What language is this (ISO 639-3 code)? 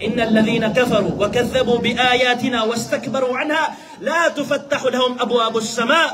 mrw